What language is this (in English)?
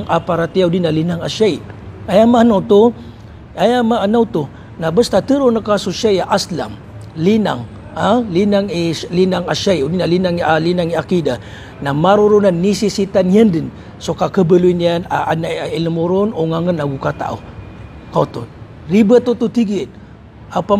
Maranao